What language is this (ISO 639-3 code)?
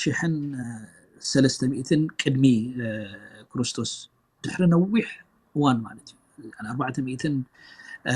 tir